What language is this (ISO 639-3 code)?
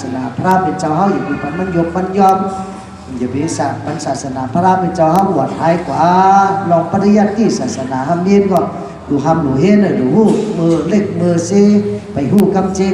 shn